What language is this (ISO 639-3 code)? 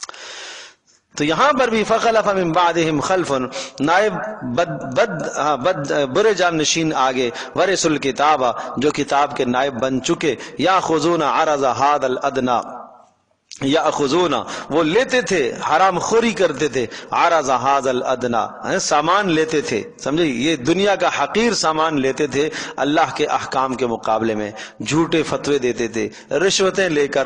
urd